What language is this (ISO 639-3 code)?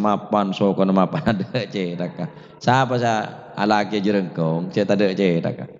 mad